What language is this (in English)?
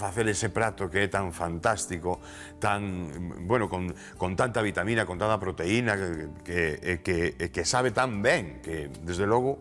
Galician